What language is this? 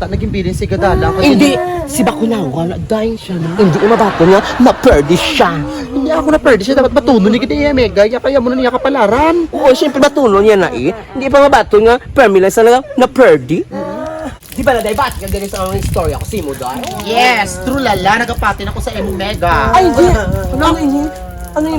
Hiligaynon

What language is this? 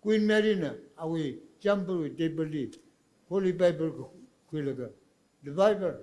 Tangkhul Naga (India)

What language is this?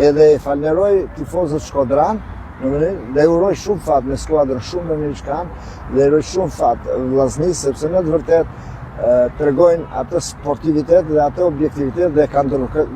Albanian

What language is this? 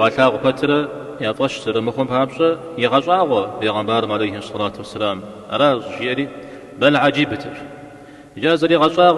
Kabardian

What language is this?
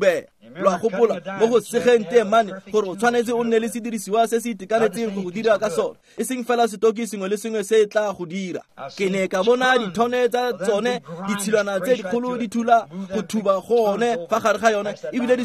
Tswana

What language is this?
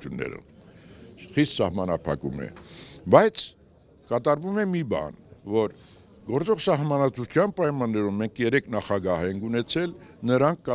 Armenian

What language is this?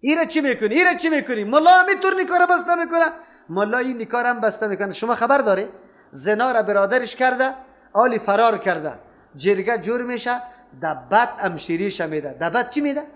Persian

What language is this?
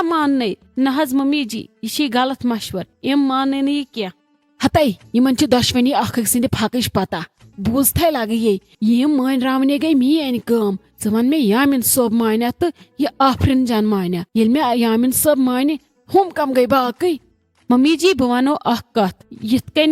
Kashmiri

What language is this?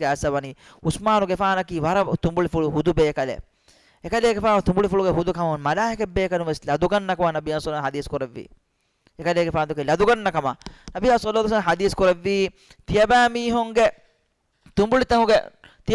Divehi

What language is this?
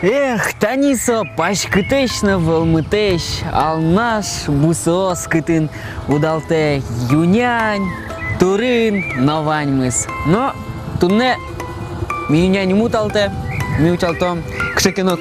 Udmurt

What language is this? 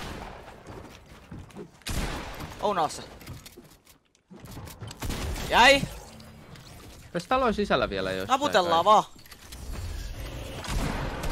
Finnish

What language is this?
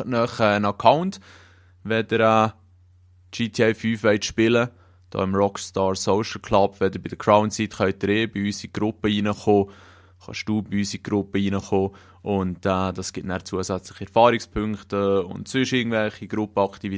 Swiss German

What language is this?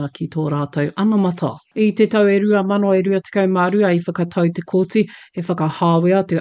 Māori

